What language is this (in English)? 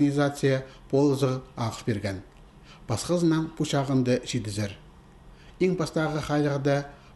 Khakas